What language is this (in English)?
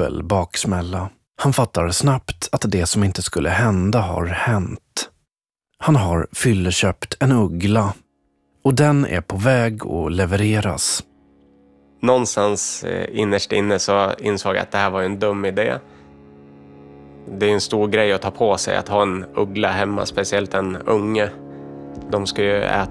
Swedish